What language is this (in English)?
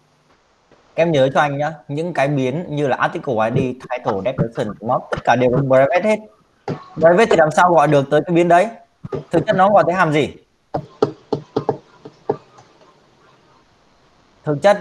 Vietnamese